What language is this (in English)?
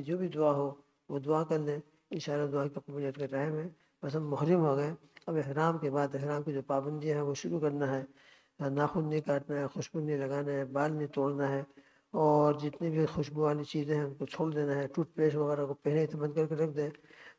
Urdu